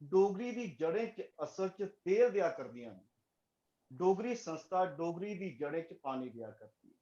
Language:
Dogri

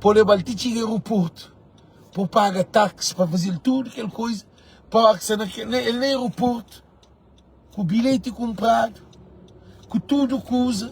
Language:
Kabuverdianu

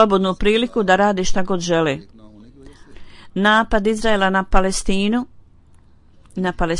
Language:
Bosnian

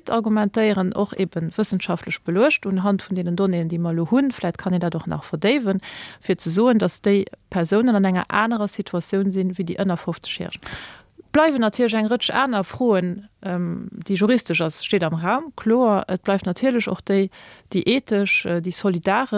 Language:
Luxembourgish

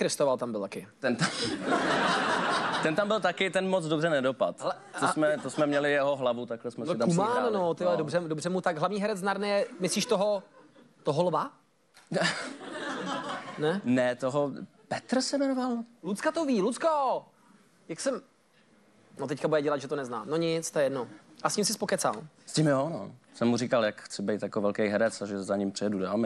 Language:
Czech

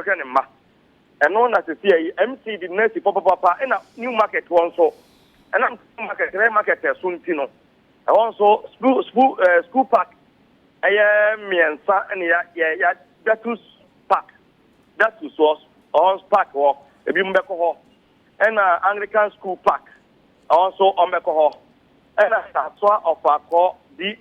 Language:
Akan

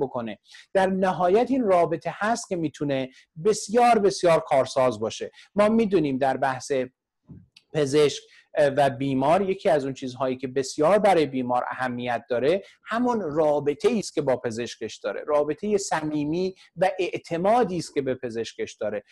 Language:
Persian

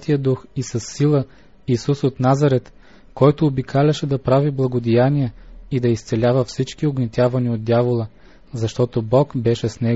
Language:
Bulgarian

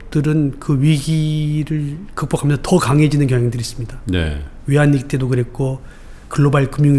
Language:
Korean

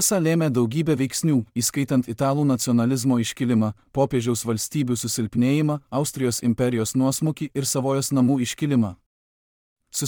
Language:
Lithuanian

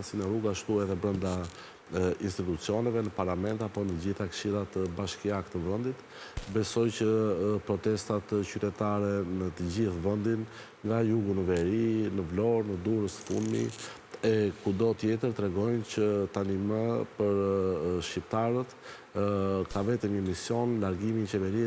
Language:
Albanian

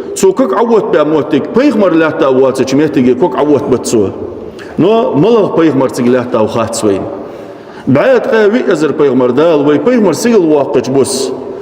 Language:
Ingush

